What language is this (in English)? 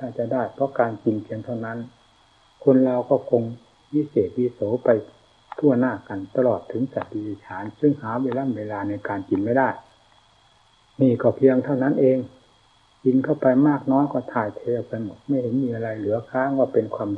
Thai